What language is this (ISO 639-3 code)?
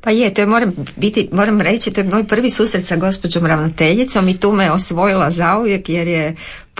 hrv